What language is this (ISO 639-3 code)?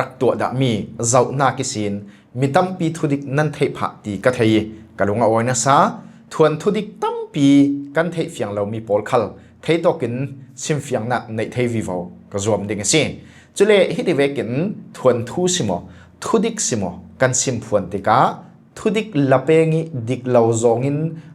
cfm